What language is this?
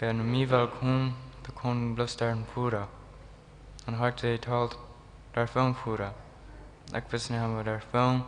Plautdietsch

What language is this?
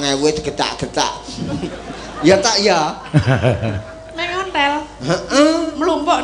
Javanese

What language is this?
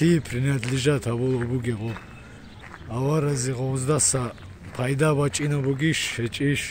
Avaric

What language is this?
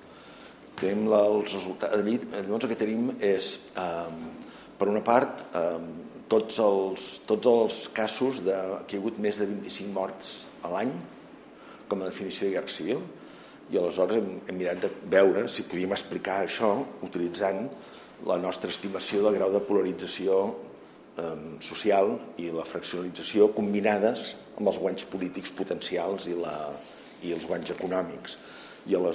Catalan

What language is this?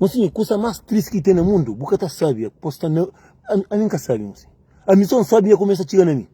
Kabuverdianu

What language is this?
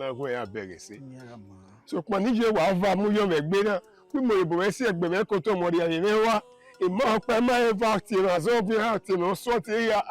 Bini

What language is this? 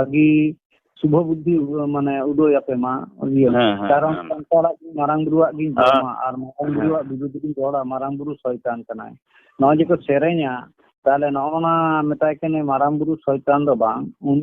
Santali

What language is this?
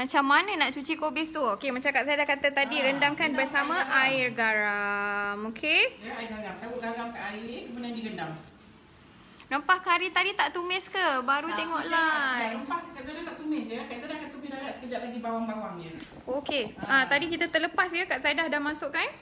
Malay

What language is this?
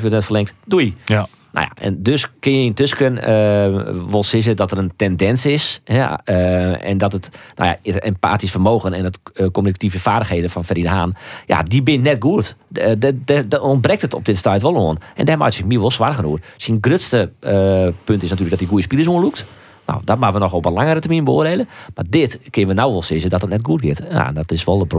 Western Frisian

